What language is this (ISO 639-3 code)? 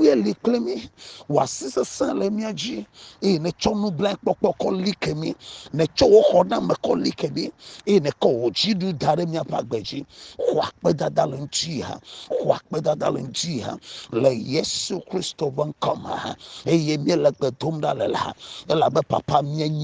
ewe